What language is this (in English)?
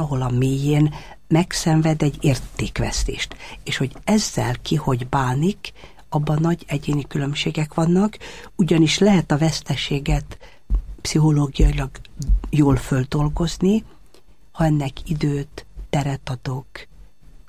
Hungarian